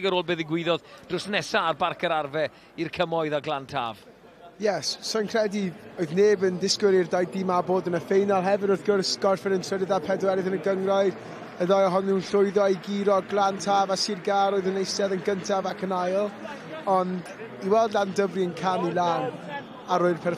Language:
Welsh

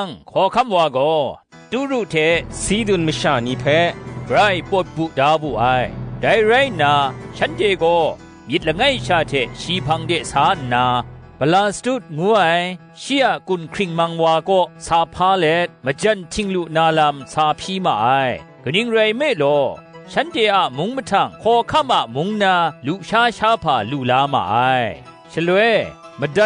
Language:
Kachin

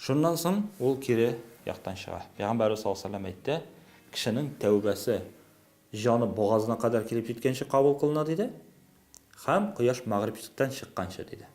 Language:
Tatar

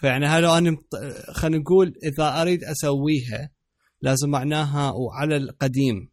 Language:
Mesopotamian Arabic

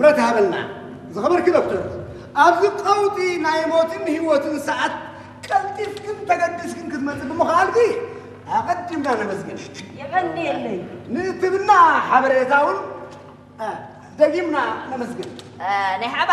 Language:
Tigrinya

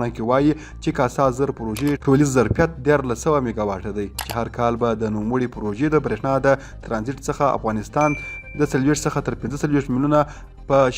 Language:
Pashto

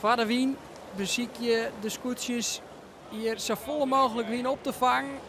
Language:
Western Frisian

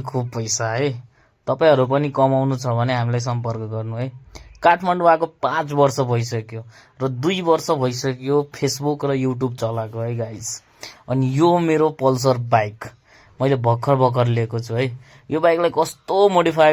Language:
Nepali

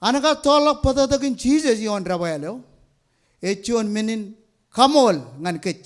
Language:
Marshallese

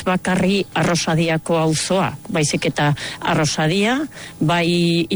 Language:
Basque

